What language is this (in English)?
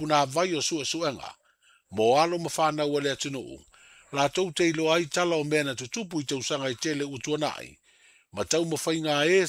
Samoan